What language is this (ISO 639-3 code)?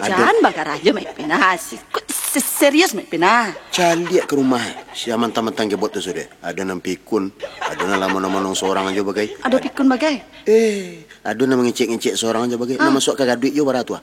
min